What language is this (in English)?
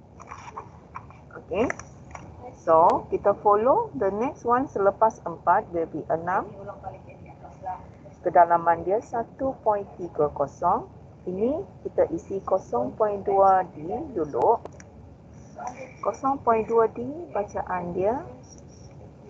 Malay